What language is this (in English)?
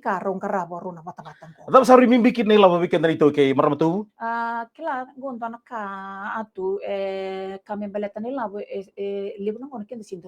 Fijian